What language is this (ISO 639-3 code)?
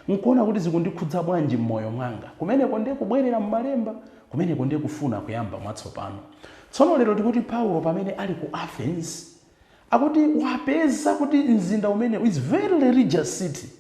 nya